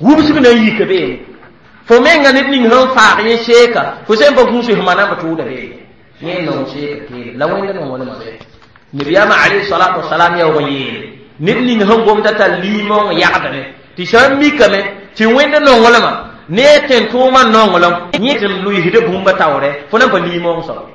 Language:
Mossi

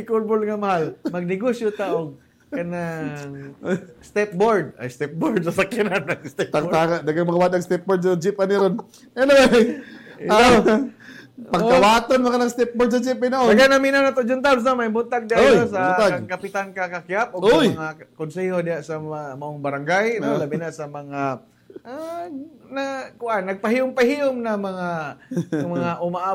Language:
Cebuano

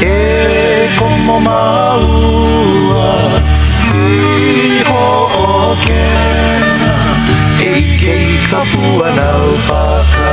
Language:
Hawaiian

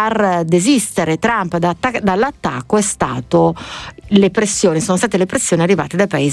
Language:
Italian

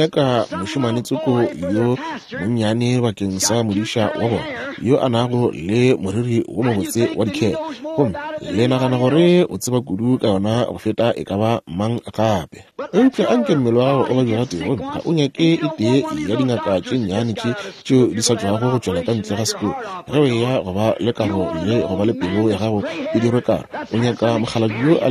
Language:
Northern Sotho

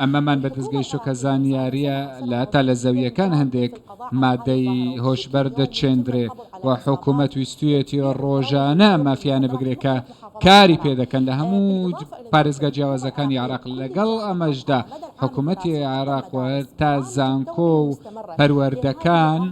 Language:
Central Kurdish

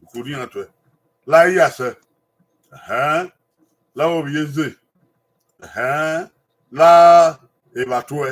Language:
Bini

